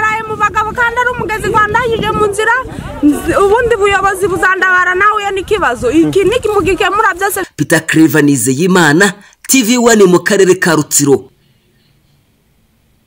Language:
Kinyarwanda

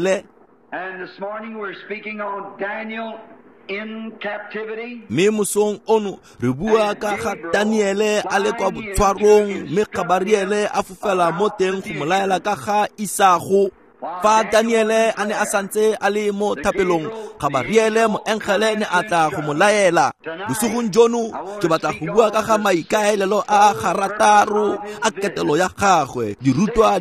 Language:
Tswana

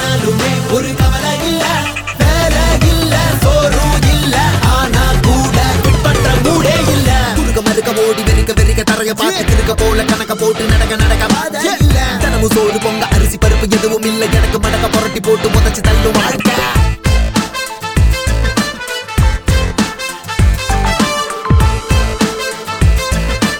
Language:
Tamil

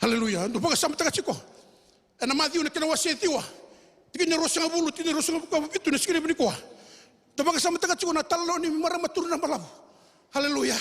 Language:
Fijian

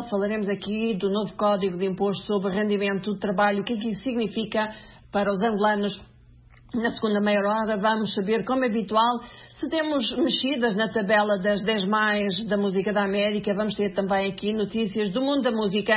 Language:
Portuguese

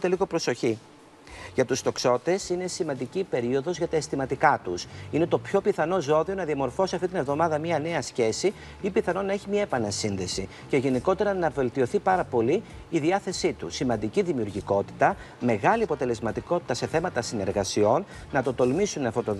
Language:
Greek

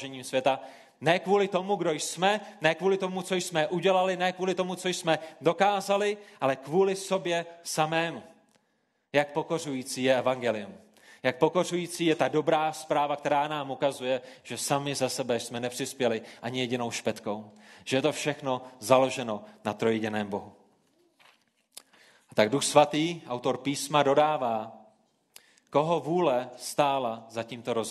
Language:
Czech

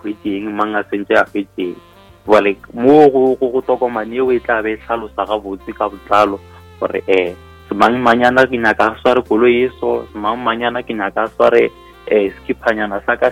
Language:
Northern Sotho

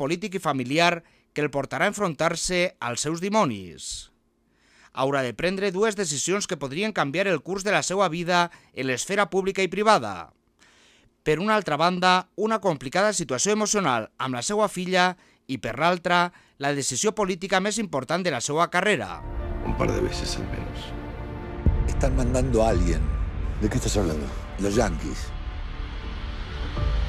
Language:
Catalan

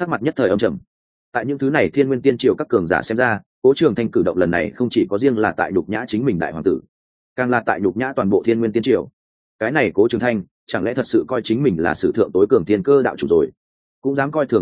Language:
Vietnamese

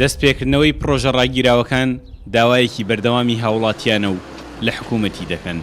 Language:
Central Kurdish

